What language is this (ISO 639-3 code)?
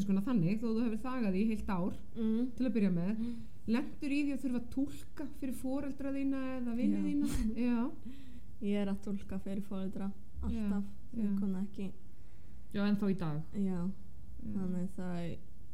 isl